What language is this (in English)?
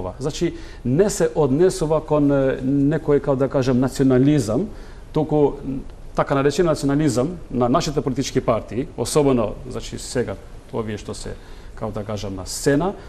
Macedonian